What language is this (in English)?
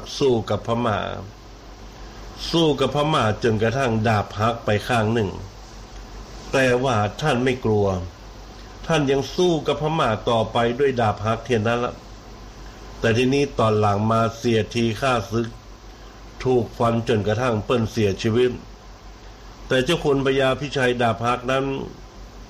Thai